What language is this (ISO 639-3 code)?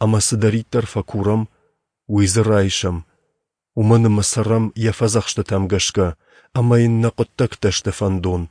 oss